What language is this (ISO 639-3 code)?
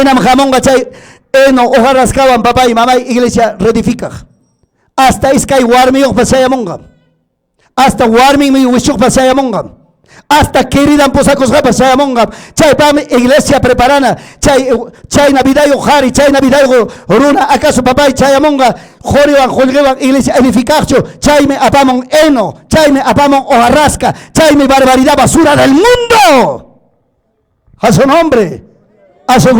quy